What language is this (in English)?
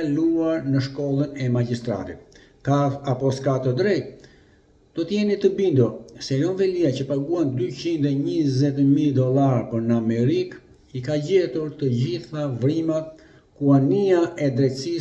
Albanian